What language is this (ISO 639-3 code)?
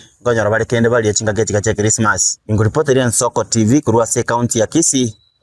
guz